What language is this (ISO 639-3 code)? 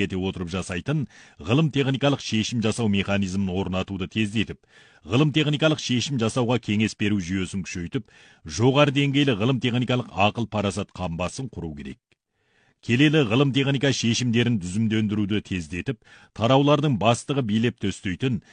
kaz